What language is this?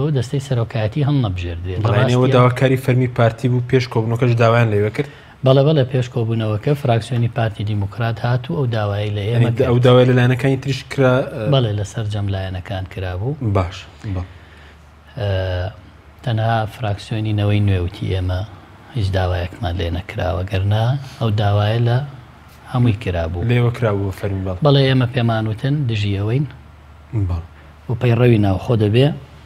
Central Kurdish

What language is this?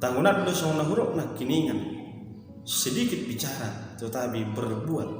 Batak Toba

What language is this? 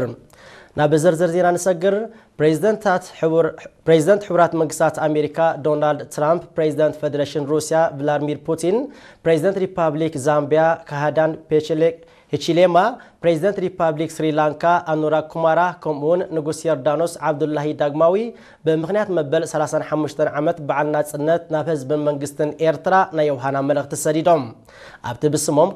Tigrinya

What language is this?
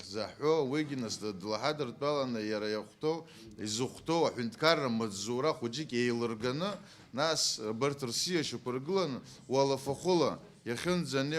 Abkhazian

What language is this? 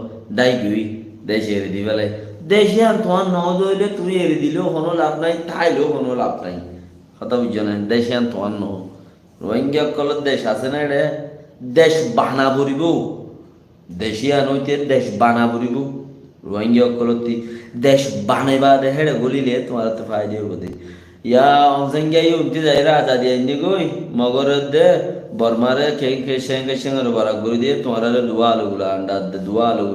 Rohingya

